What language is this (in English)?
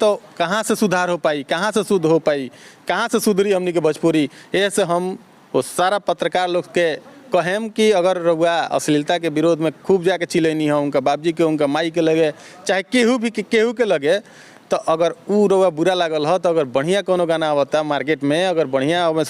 Bhojpuri